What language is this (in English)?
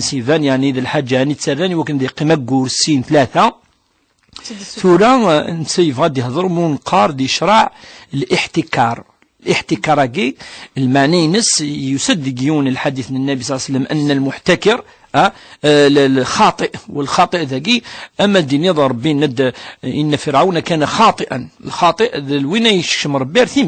Kabyle